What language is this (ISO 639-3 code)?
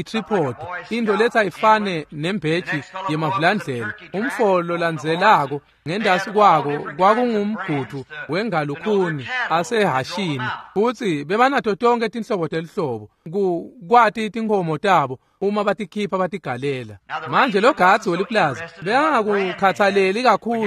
ssw